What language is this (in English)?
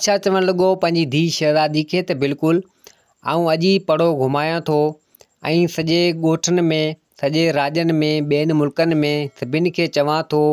Sindhi